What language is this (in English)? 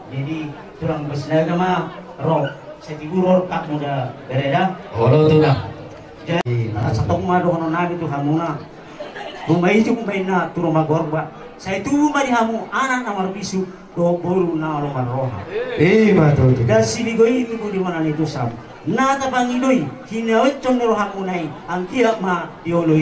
Batak Toba